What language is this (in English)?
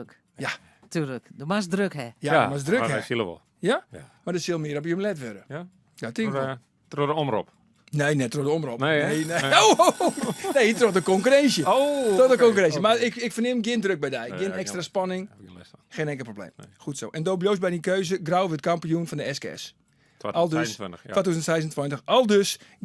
Western Frisian